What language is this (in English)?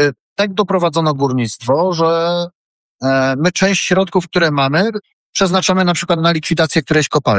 Polish